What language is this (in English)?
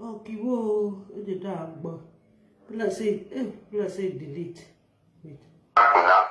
Nigerian Pidgin